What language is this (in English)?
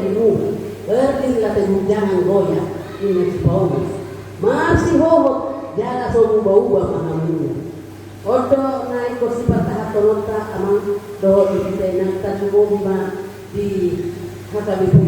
Batak Toba